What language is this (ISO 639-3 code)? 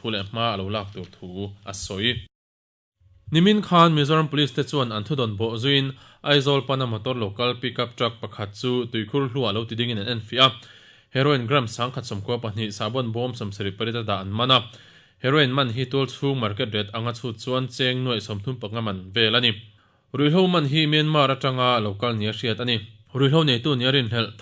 lus